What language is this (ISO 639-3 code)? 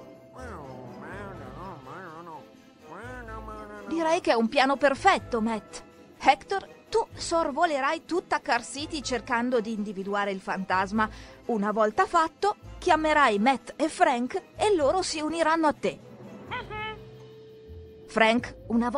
ita